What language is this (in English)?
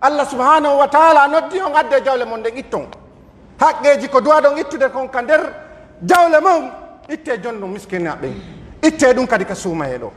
Pular